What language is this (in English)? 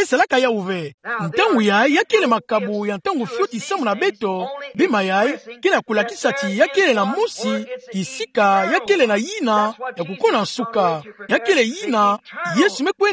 Kituba (Democratic Republic of Congo)